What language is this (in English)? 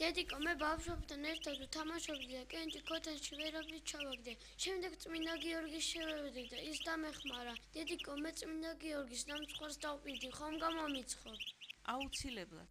Georgian